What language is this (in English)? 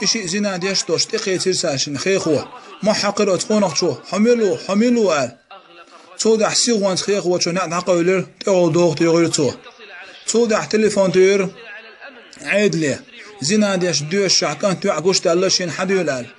Chechen